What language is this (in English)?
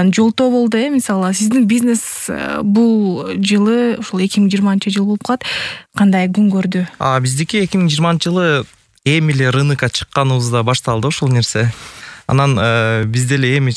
Kyrgyz